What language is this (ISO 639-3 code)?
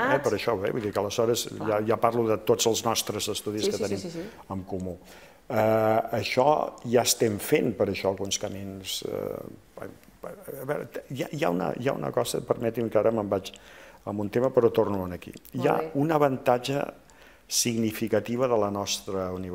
cat